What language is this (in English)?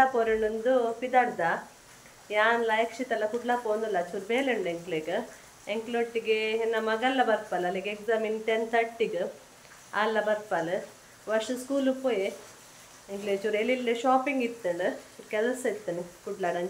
Tulu